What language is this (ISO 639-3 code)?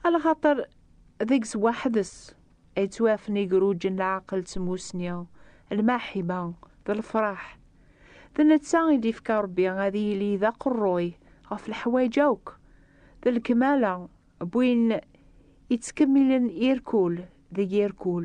kab